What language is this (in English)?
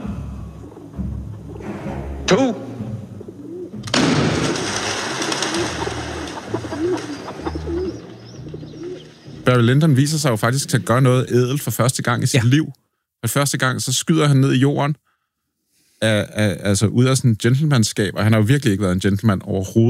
Danish